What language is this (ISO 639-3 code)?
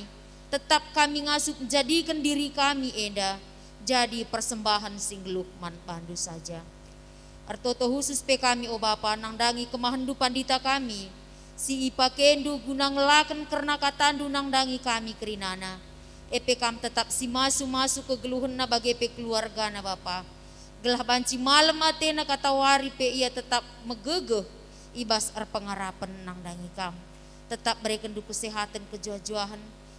btx